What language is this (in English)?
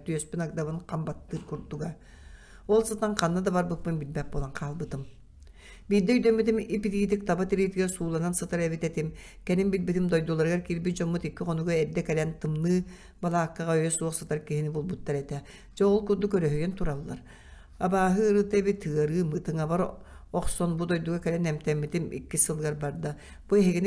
Yakut